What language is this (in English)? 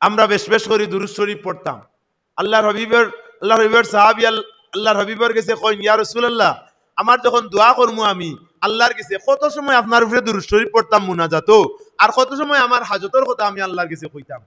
Sylheti